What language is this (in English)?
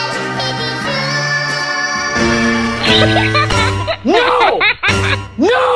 Filipino